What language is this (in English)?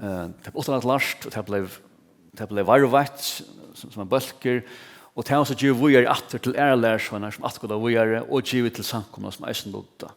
Faroese